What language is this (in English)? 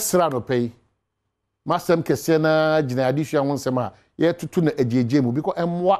Akan